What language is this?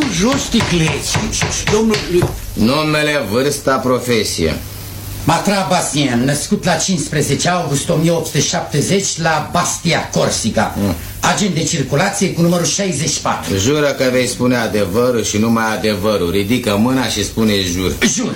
Romanian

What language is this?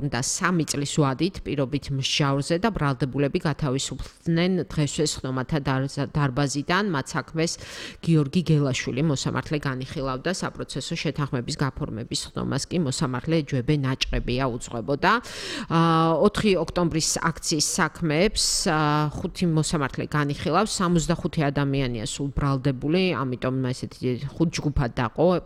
Georgian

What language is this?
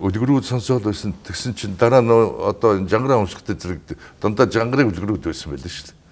Mongolian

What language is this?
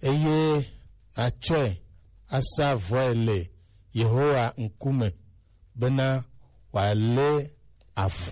Gen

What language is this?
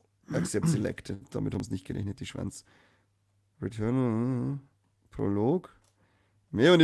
Bavarian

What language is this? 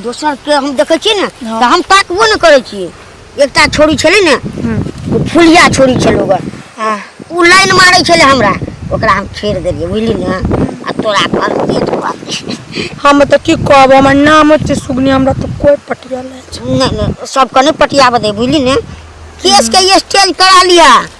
Maithili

